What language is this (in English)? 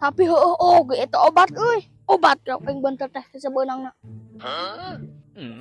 Sundanese